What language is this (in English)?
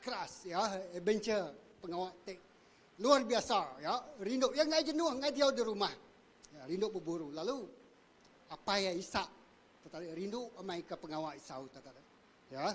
Iban